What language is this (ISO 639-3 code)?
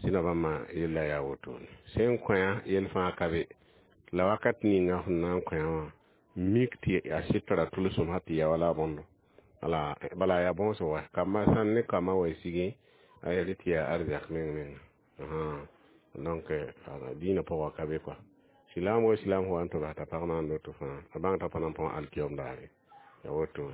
mos